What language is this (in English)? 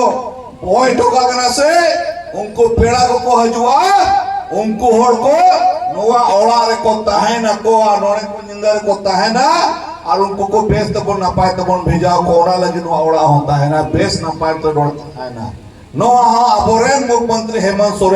Santali